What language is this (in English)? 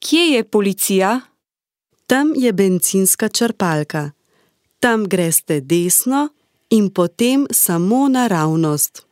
Slovenian